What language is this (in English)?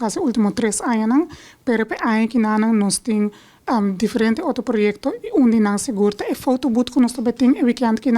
Papiamento